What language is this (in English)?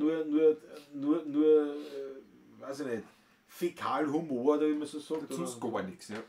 Bavarian